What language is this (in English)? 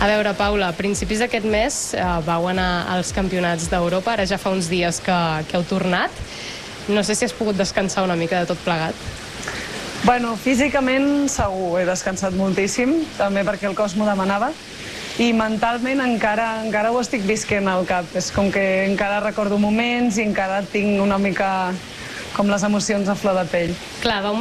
Catalan